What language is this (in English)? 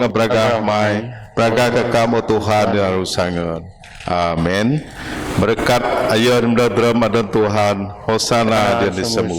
Biatah Bidayuh